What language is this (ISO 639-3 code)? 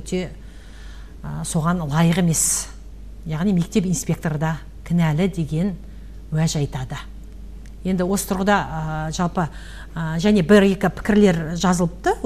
kaz